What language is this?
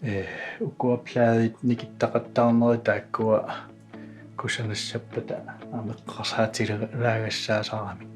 Kalaallisut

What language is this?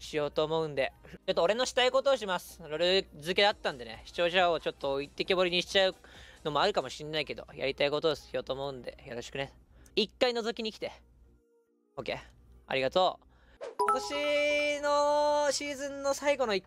Japanese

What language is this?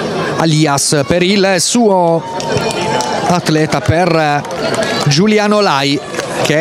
Italian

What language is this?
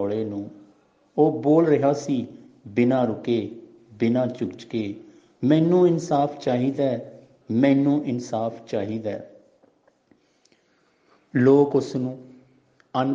Punjabi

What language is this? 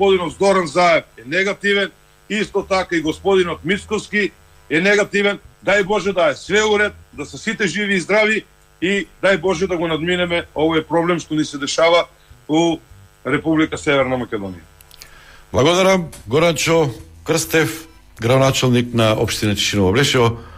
Macedonian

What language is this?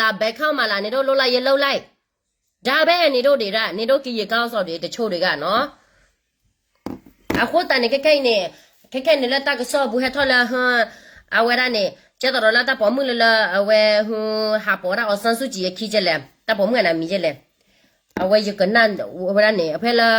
S'gaw Karen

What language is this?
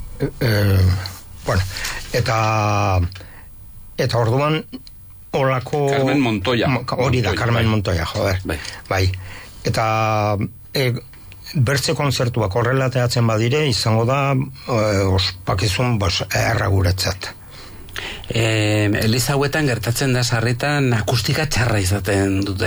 Basque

